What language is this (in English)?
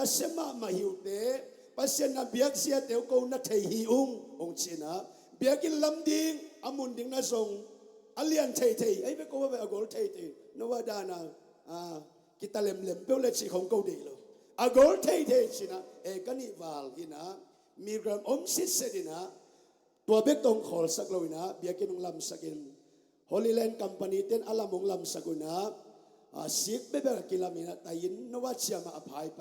Tedim Chin